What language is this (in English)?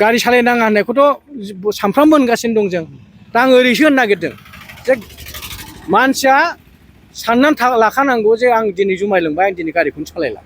Bodo